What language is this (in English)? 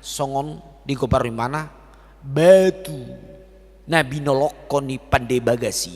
Batak Toba